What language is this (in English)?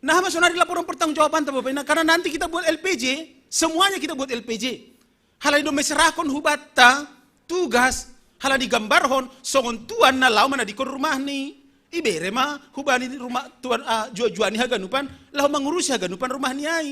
Batak Simalungun